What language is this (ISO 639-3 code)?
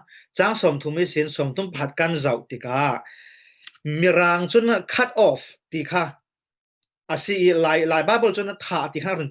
cfm